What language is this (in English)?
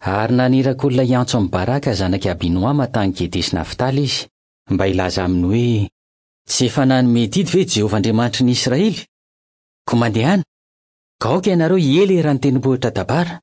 Malagasy